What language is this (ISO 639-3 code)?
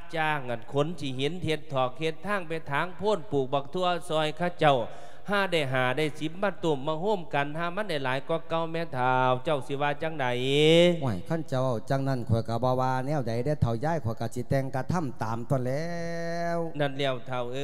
lao